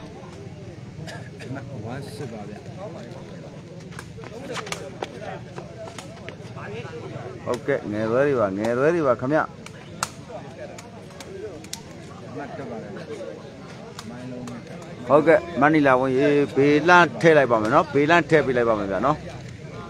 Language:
Burmese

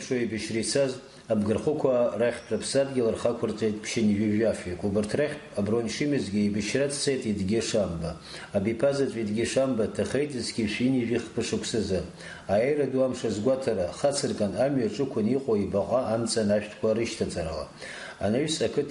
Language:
Abkhazian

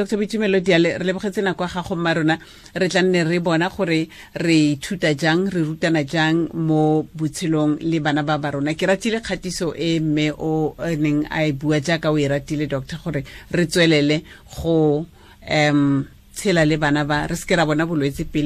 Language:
Tswana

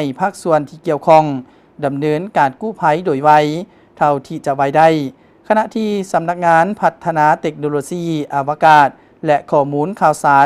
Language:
Lao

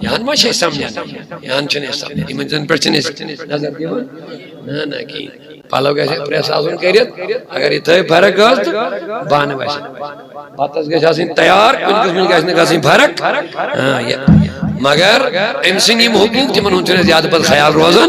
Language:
Kashmiri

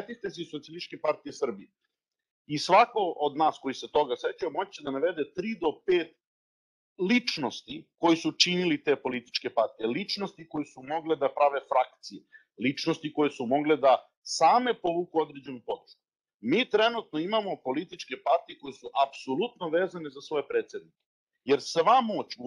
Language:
Serbian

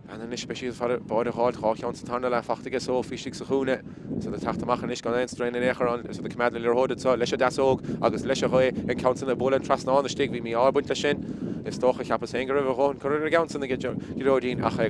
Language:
Irish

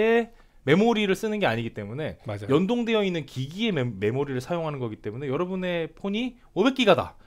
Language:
Korean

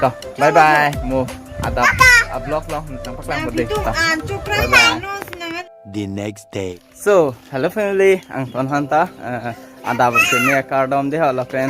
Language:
Karbi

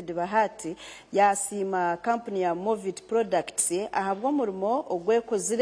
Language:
Nyankole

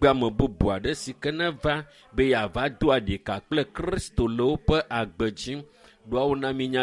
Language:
Ewe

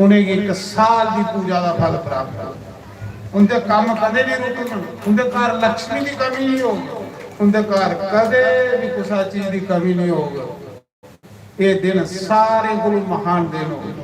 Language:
Dogri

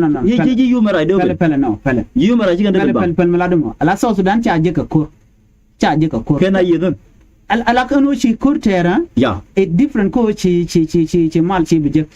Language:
Nuer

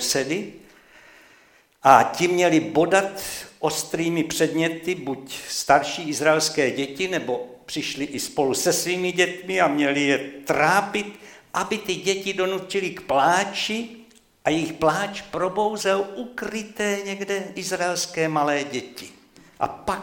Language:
Czech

